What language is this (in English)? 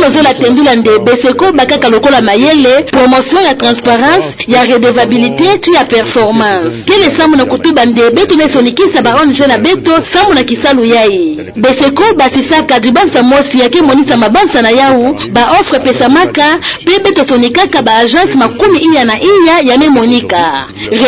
Kituba (Democratic Republic of Congo)